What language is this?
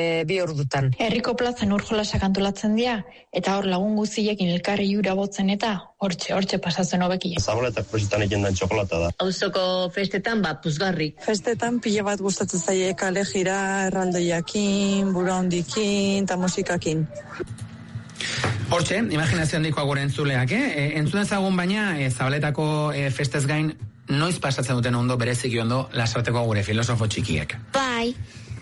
Basque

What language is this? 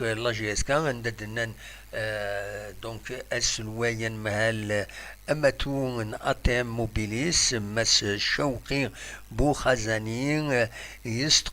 Kabyle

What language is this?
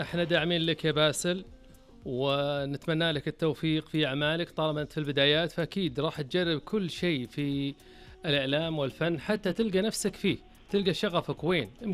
Najdi Arabic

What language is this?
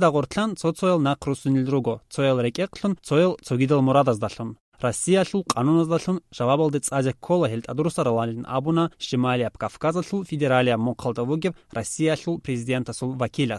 Avaric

